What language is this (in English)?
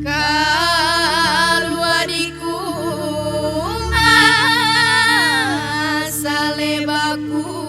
Minangkabau